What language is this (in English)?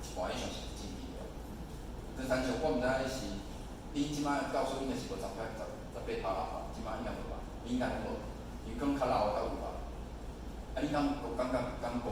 Min Nan Chinese